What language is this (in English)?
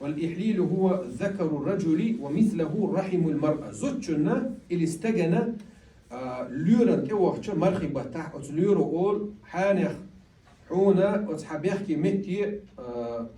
Chechen